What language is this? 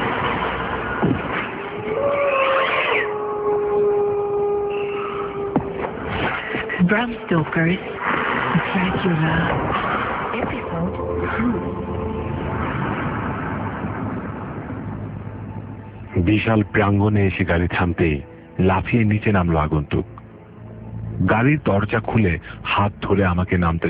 Bangla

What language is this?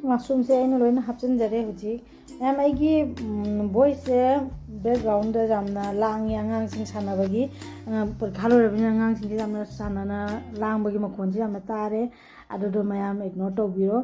Manipuri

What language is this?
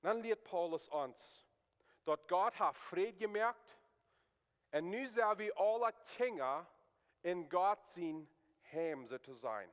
Plautdietsch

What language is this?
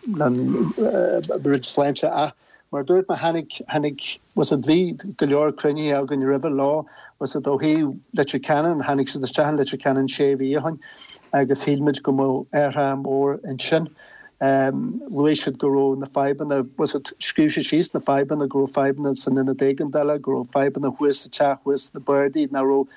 Irish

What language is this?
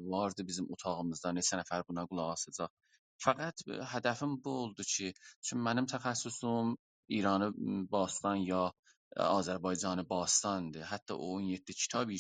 South Azerbaijani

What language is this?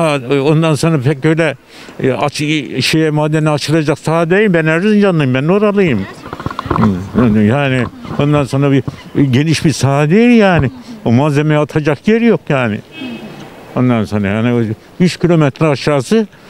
Turkish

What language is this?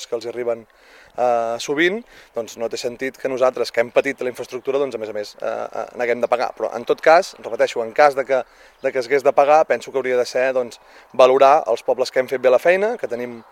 Catalan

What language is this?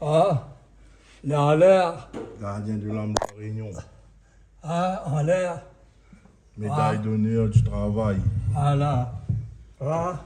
Réunion Creole French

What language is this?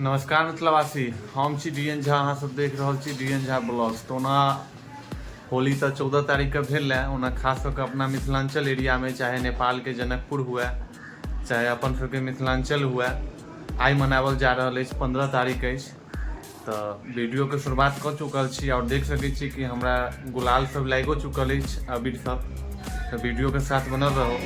Maithili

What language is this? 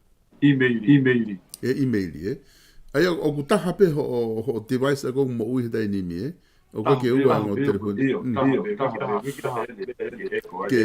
Tongan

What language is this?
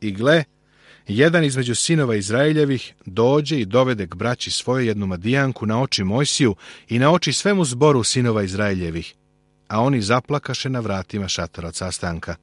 Serbian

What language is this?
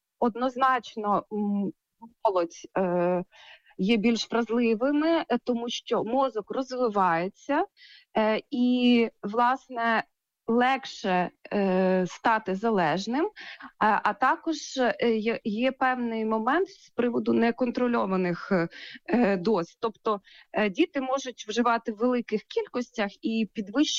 Ukrainian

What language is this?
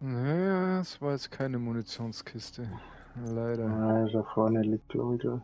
Bavarian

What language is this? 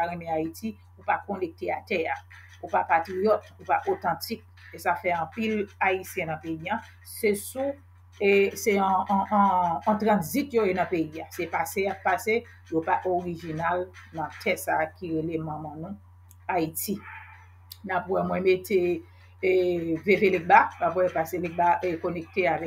Haitian Creole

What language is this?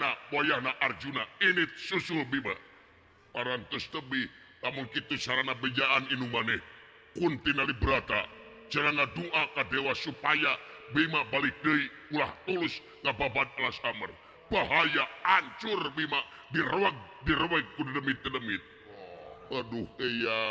Sundanese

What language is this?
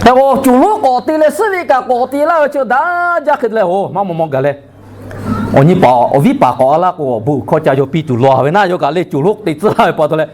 Lahu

